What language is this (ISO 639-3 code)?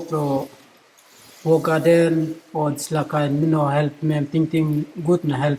tpi